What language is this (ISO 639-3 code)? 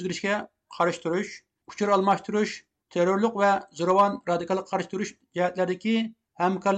uig